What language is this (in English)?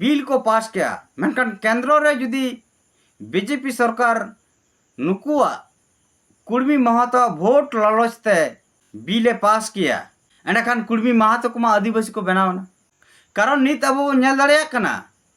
Santali